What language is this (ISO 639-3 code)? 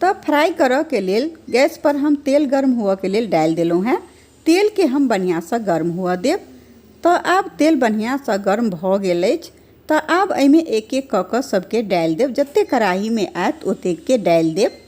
mai